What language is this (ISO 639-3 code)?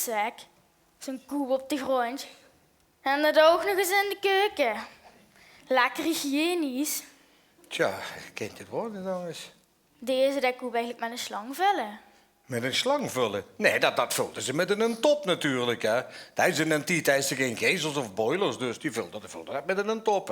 lim